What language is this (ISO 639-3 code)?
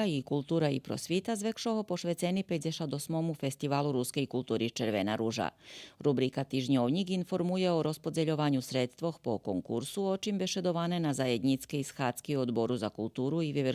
rue